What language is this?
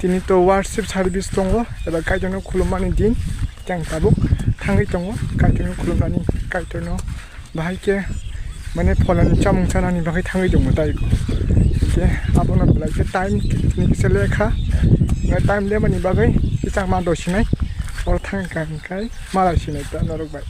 Kok Borok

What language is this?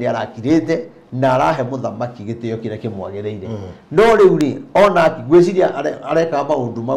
Kikuyu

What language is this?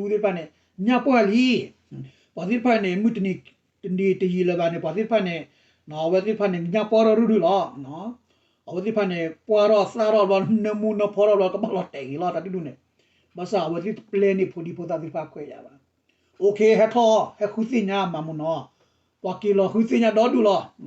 S'gaw Karen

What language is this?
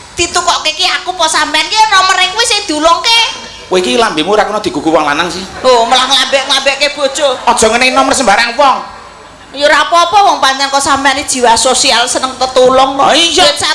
Javanese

